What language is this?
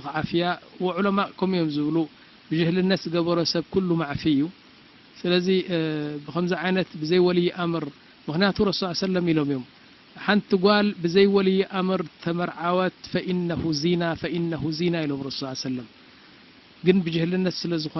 Tigrinya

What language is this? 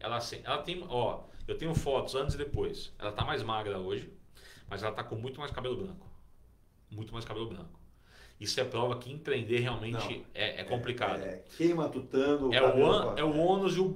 Portuguese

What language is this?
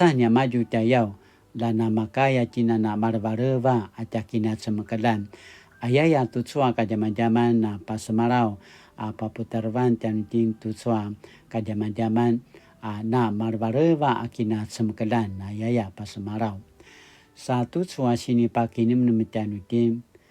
Paiwan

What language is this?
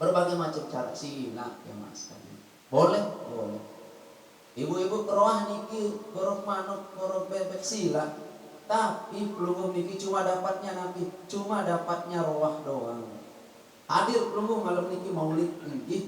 Sasak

